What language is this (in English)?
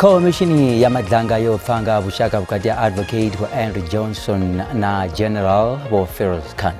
Venda